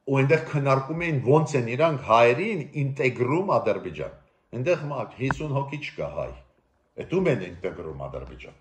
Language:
Armenian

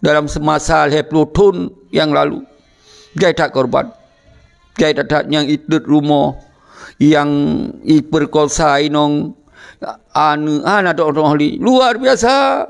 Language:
Achinese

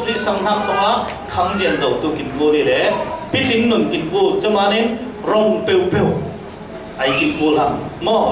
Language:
Falam Chin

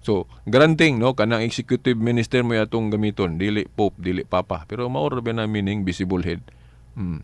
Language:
Cebuano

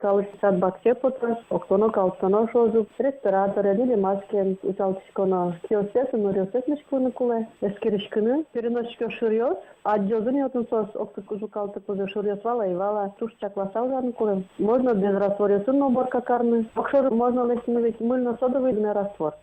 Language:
Udmurt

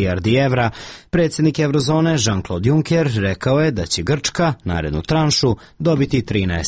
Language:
Serbian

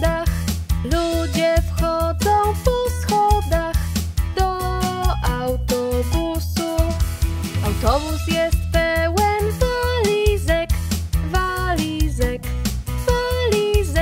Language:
Polish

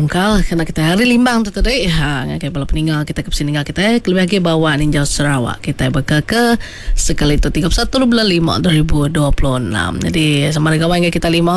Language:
Iban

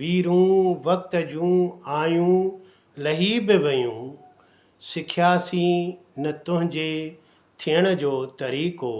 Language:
Sindhi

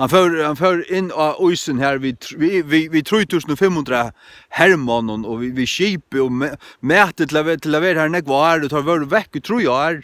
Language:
Faroese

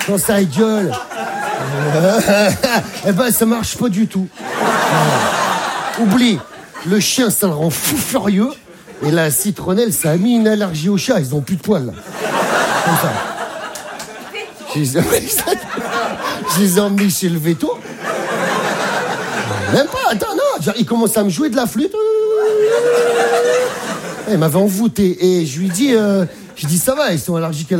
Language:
French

